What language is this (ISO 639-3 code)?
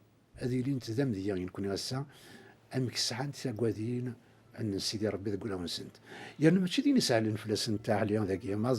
kab